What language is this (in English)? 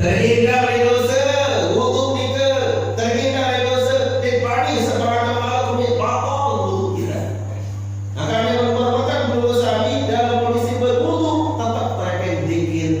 Sasak